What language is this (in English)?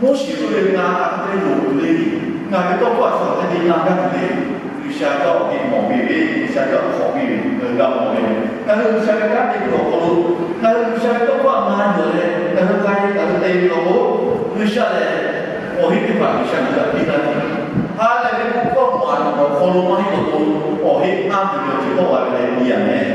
Lahu